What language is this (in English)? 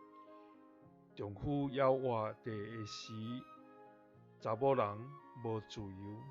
Min Nan Chinese